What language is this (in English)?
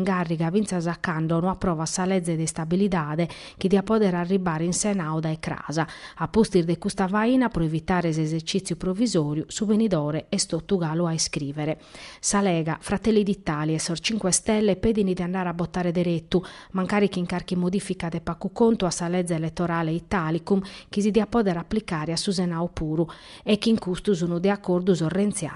Sardinian